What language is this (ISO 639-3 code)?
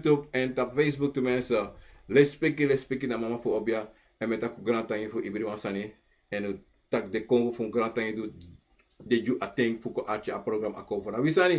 srn